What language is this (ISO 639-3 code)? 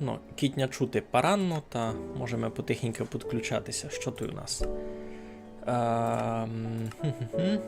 rue